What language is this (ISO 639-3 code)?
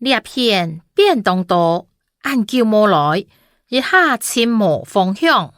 hak